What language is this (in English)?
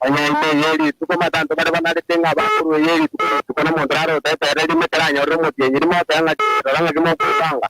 Gusii